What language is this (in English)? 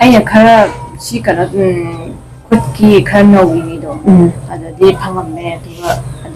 Manipuri